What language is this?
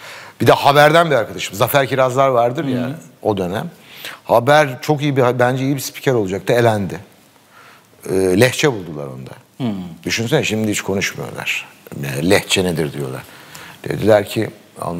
Turkish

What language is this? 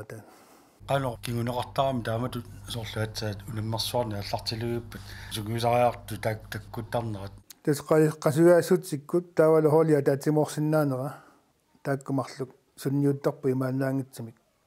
Kalaallisut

